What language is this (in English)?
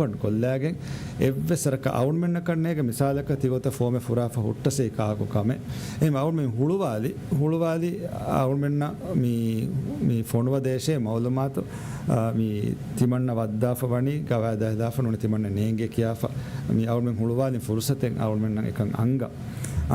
Divehi